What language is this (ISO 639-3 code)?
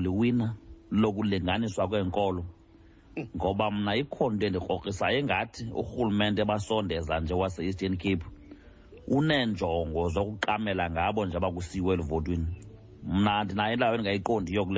xho